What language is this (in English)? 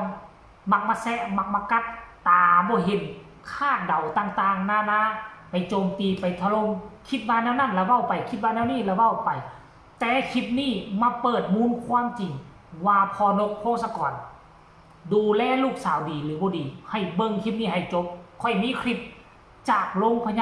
Lao